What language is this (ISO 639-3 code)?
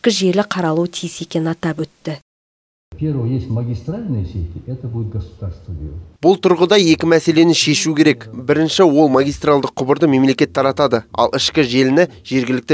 kaz